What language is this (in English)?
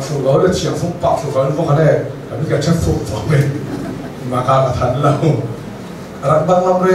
Hakha Chin